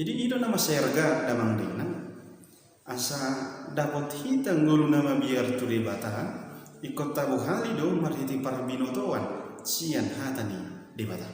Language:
Batak Toba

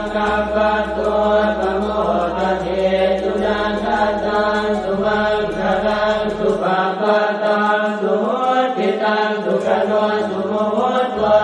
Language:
Pali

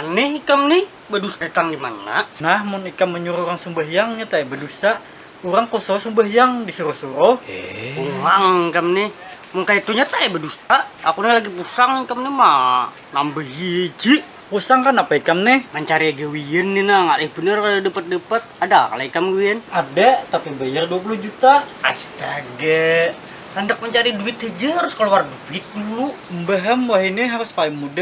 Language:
Banjar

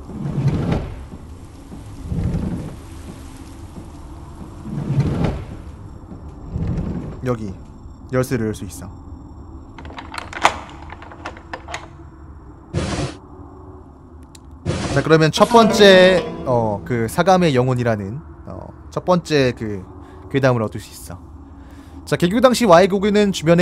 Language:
Korean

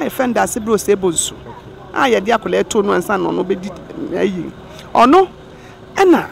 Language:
Akan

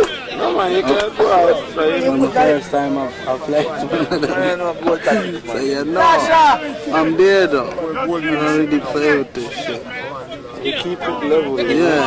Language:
Jamaican Creole English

